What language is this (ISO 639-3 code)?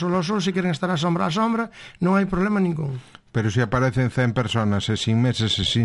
glg